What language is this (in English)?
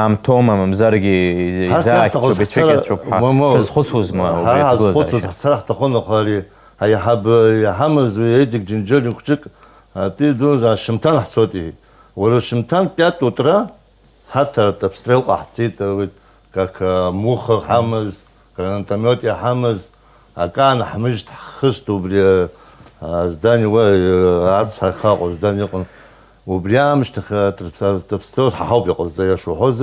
Abkhazian